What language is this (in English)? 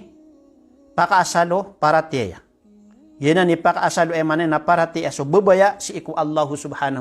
Maranao